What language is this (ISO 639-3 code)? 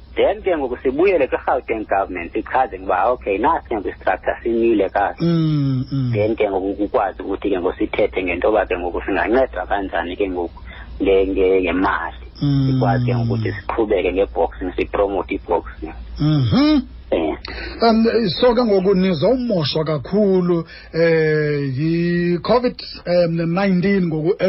xho